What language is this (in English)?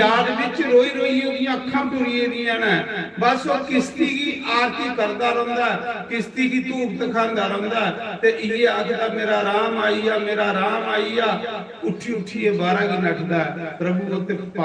Dogri